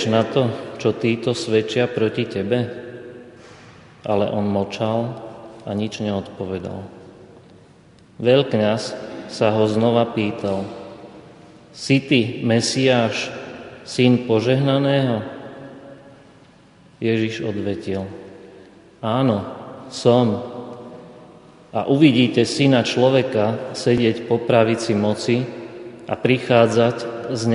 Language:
Slovak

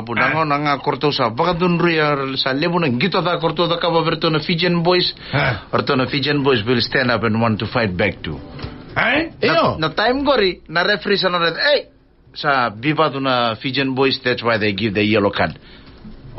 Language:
Fijian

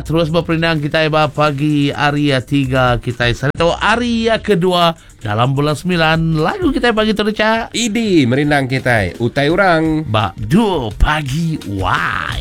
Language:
Iban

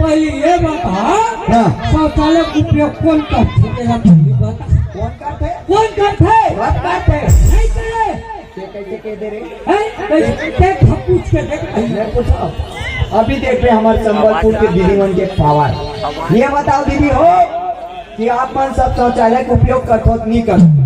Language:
Chhattisgarhi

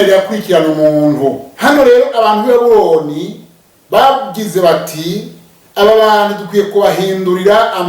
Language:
Rundi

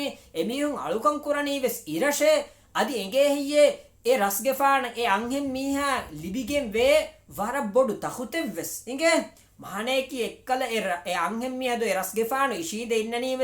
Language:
Divehi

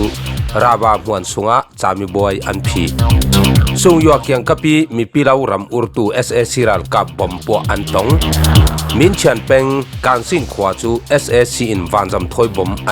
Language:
Falam Chin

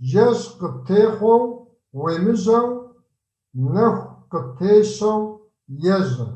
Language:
Kabardian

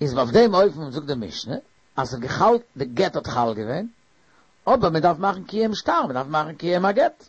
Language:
Yiddish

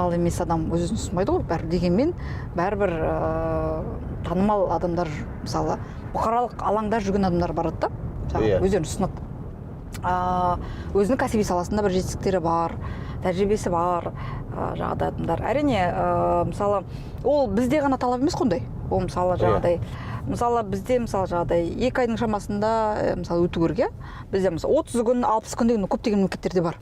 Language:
Kazakh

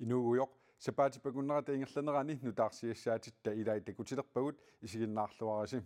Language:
Kalaallisut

